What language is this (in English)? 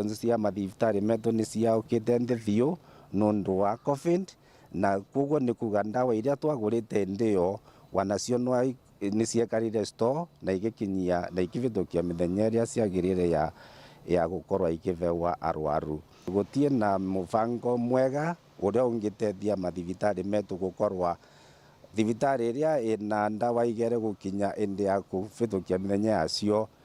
Meru